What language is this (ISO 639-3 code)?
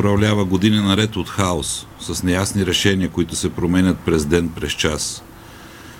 bul